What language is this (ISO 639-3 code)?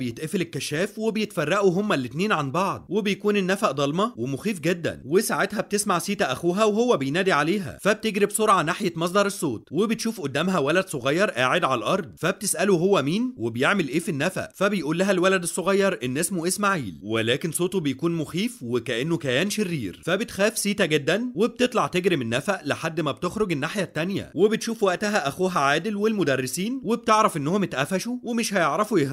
arz